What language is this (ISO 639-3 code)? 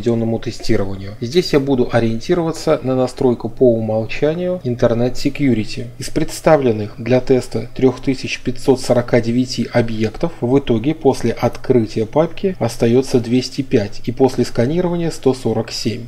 rus